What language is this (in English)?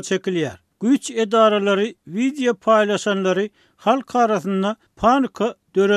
Turkmen